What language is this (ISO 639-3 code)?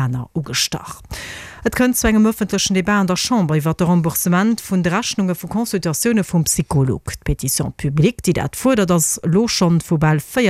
ltz